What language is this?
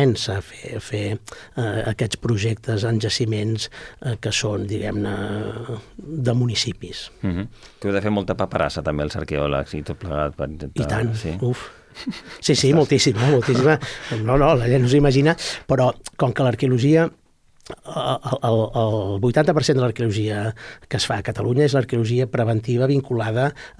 Catalan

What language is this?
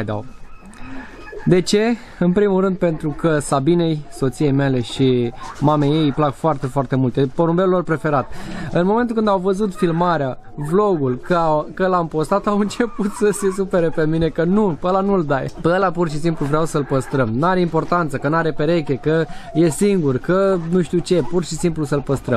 Romanian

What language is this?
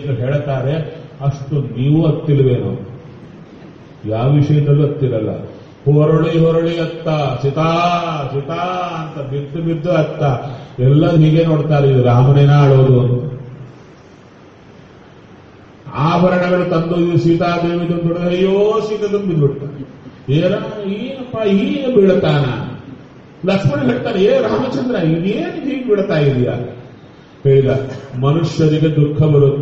Kannada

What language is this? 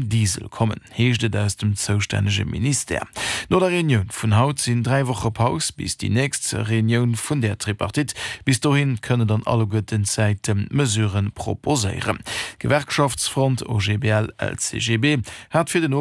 Luxembourgish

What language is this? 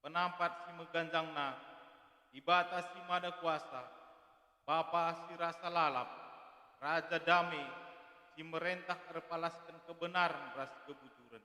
Batak Karo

